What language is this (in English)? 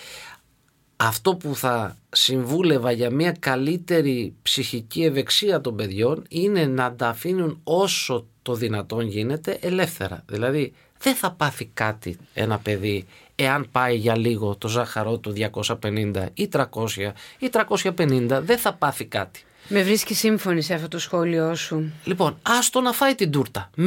Greek